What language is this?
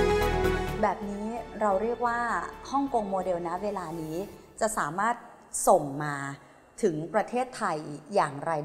Thai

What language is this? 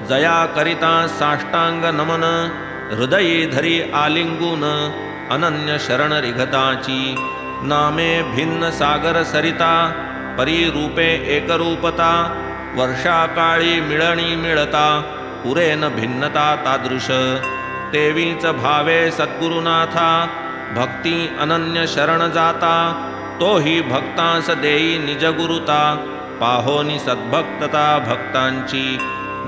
Marathi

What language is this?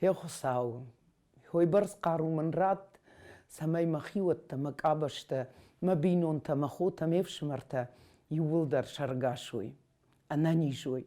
Ossetic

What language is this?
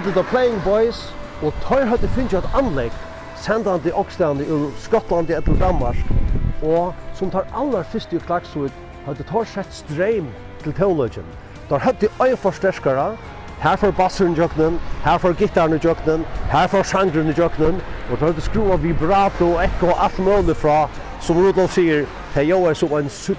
Faroese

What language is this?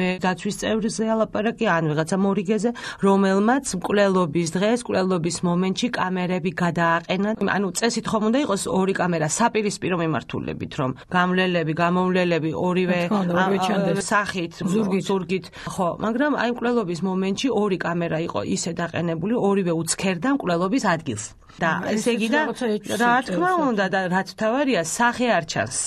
Georgian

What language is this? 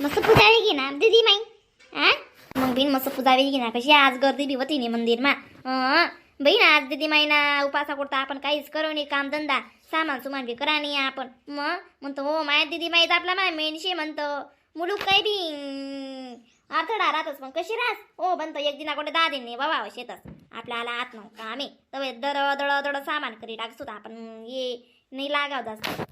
Khandesi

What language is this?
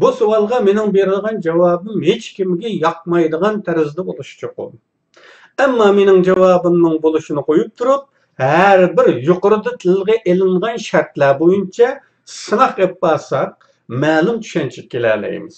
Uyghur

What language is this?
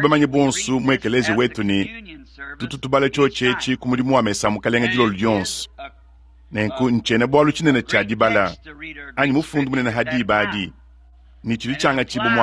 Luba-Lulua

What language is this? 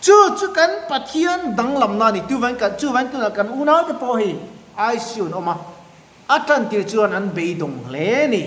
Mizo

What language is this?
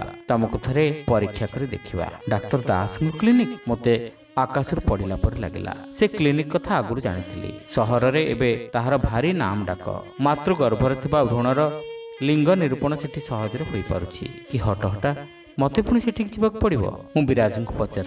Odia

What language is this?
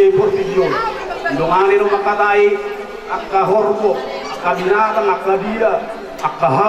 Batak Toba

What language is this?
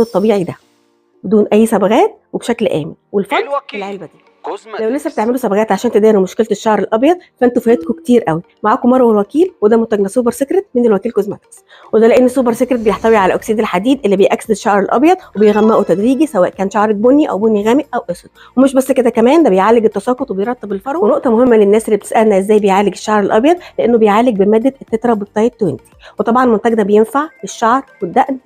Egyptian Arabic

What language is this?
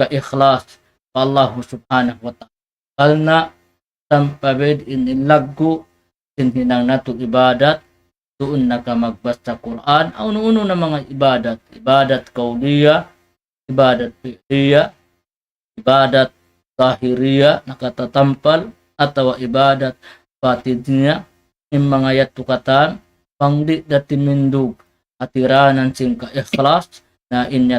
Tausug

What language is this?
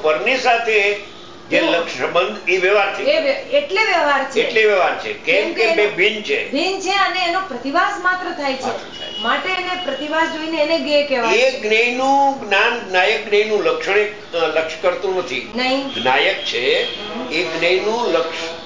Gujarati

